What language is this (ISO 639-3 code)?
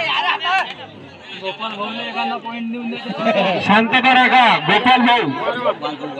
mar